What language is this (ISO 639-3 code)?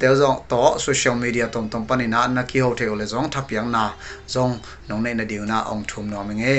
pck